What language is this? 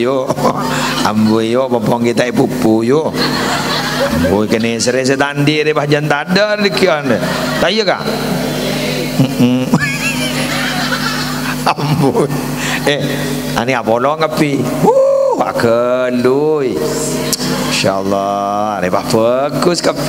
Madurese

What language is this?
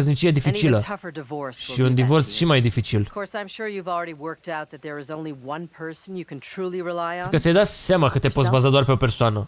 Romanian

